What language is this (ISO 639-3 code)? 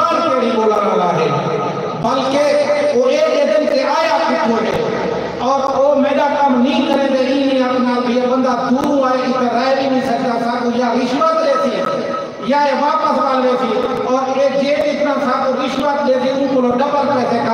skr